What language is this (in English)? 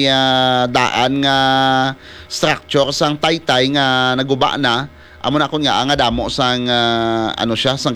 Hiligaynon